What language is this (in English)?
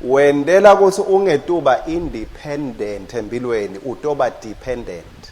Swati